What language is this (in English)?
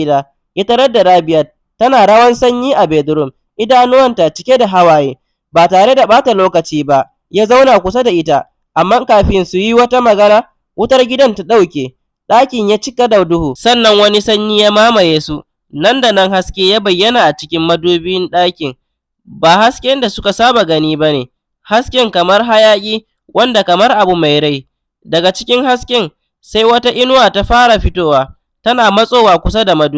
Hausa